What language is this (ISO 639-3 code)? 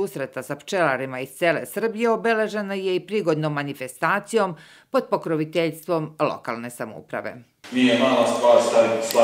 srp